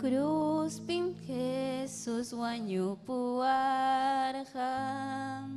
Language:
Ayacucho Quechua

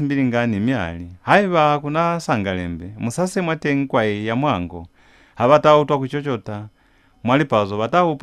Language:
Lozi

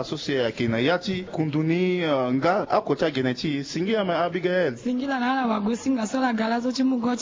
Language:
Sango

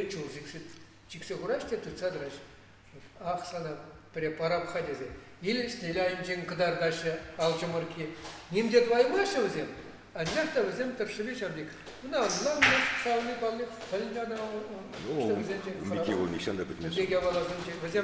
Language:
Chuvash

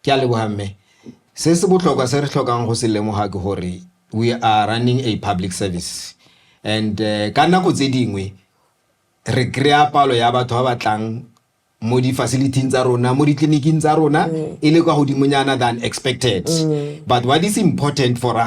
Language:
Tswana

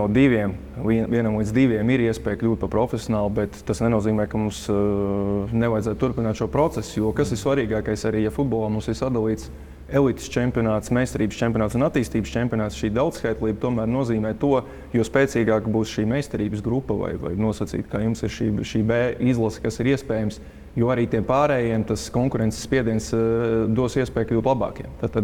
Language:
Latvian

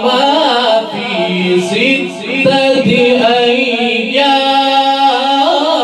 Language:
Arabic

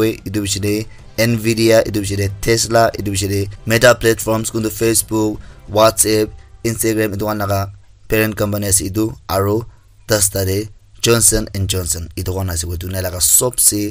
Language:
Naga Pidgin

